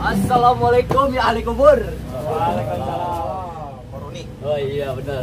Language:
Betawi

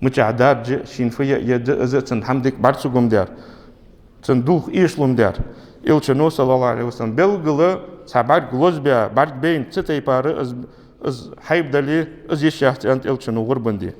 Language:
Ingush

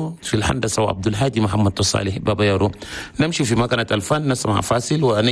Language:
Chadian Arabic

